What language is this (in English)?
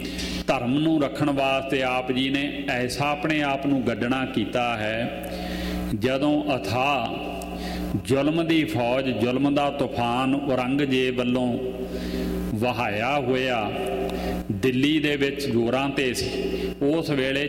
Punjabi